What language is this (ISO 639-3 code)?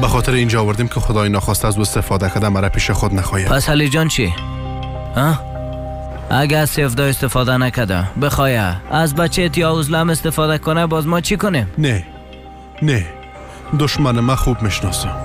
fas